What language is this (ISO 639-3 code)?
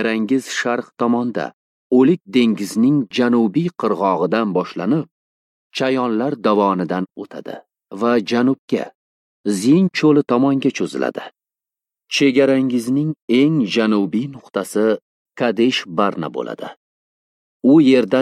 uzb